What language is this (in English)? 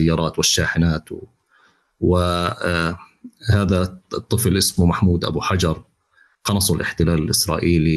North Levantine Arabic